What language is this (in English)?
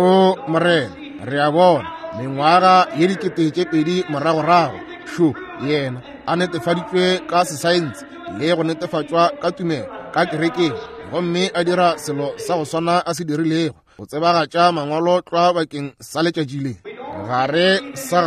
Northern Sotho